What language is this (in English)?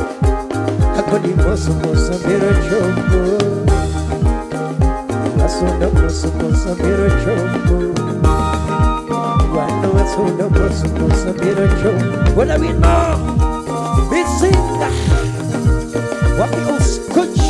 Luo (Kenya and Tanzania)